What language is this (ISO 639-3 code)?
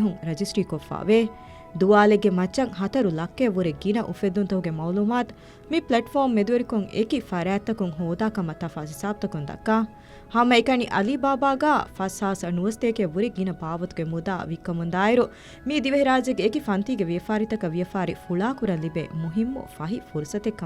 div